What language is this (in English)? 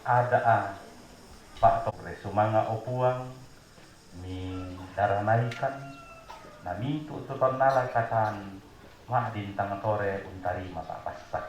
Toraja-Sa'dan